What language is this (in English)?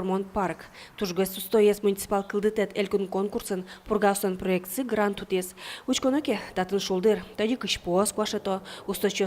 Udmurt